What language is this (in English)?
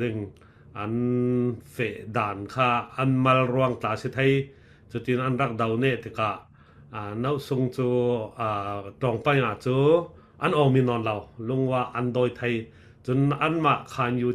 Falam Chin